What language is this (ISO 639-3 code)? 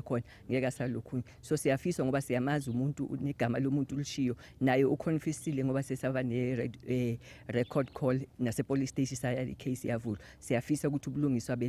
zul